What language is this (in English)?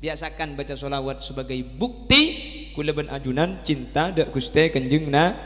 Madurese